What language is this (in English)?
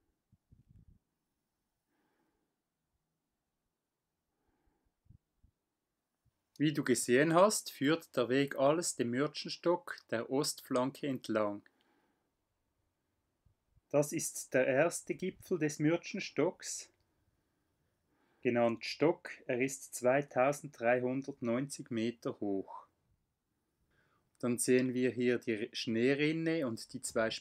German